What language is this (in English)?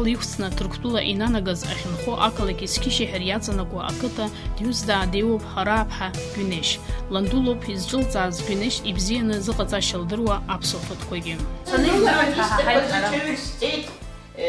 Abkhazian